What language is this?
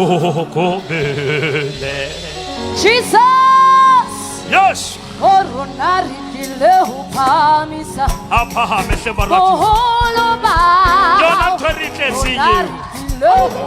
Southern Sotho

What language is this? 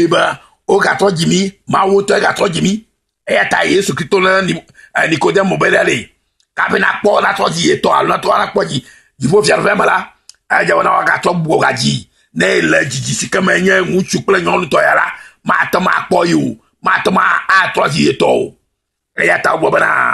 Ewe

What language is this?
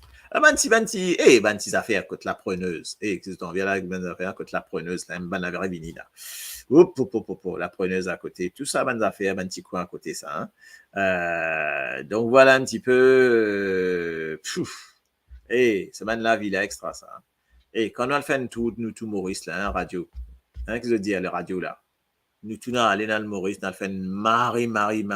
Morisyen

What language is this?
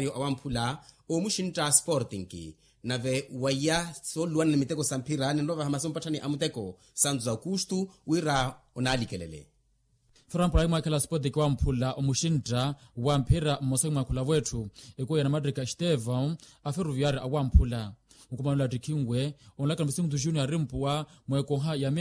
Makhuwa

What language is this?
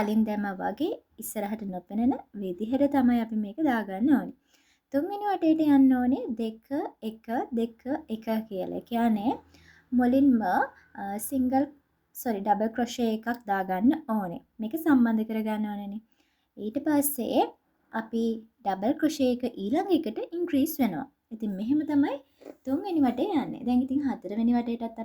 Sinhala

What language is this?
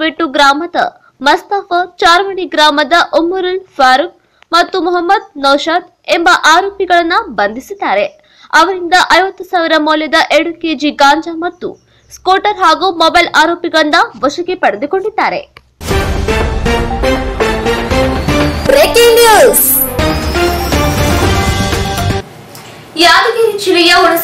Kannada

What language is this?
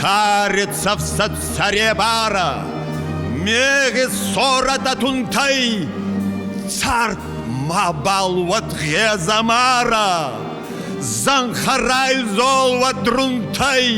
Ossetic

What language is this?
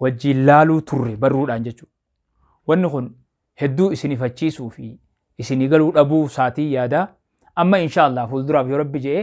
Oromo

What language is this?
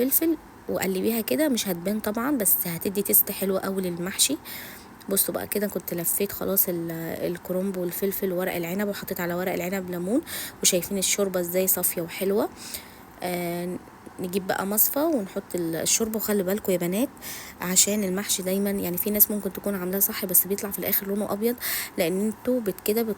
Egyptian Arabic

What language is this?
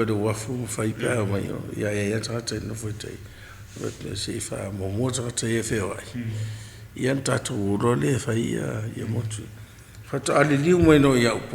Samoan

